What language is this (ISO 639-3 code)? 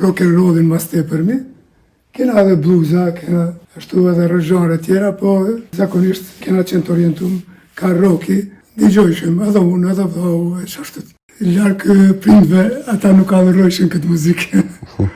sqi